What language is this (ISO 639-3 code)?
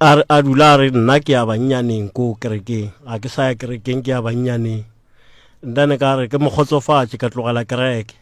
nso